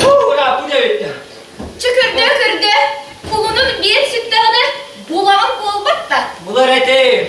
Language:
Yakut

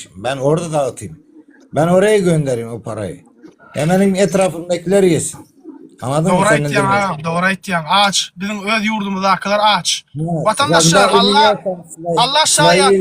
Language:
Turkmen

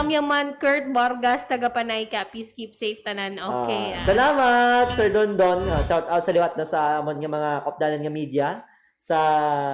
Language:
Hiligaynon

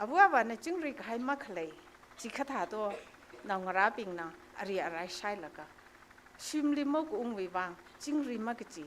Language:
Tangkhul Naga (India)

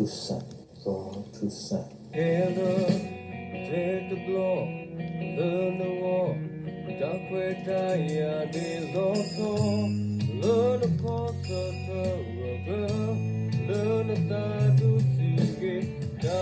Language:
S'gaw Karen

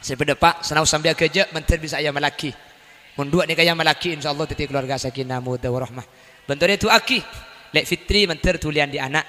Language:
Madurese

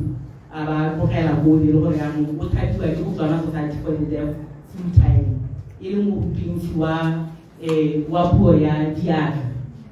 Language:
Tswana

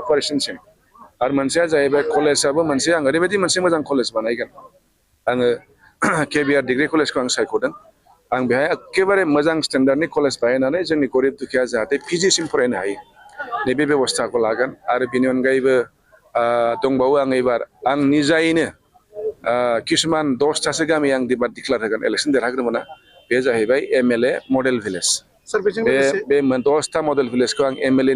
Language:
Bodo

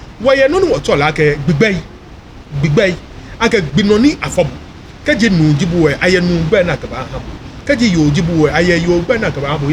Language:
Ga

